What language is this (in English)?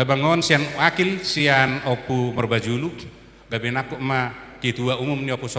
Batak Toba